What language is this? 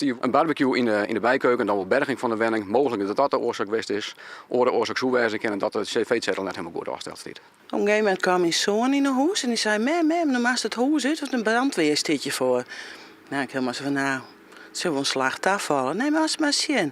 Western Frisian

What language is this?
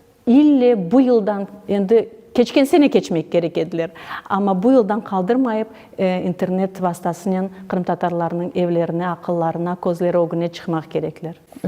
Crimean Tatar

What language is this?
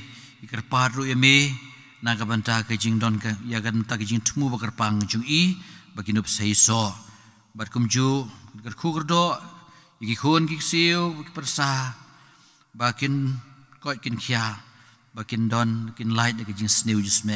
Khasi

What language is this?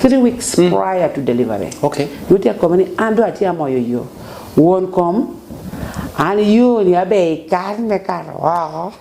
Lango (Uganda)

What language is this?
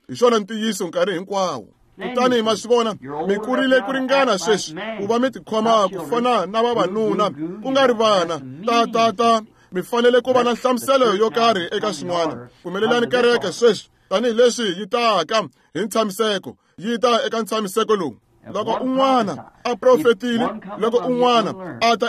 Tsonga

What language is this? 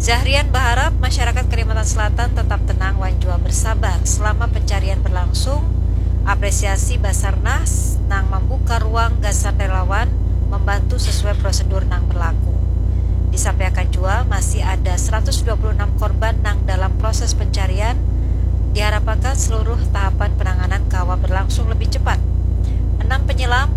Banjar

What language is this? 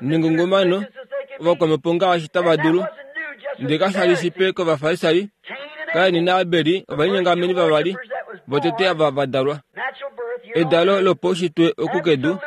Kuanyama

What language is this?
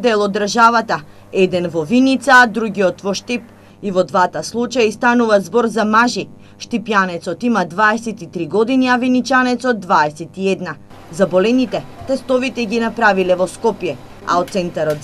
Macedonian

